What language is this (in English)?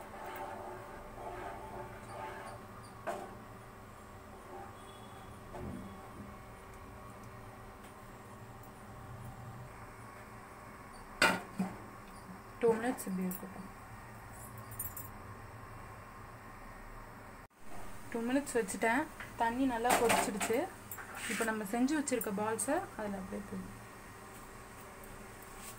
Tamil